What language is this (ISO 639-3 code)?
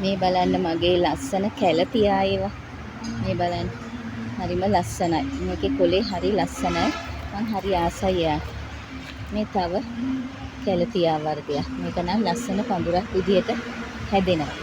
sin